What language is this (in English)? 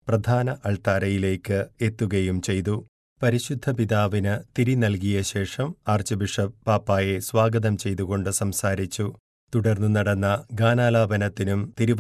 Malayalam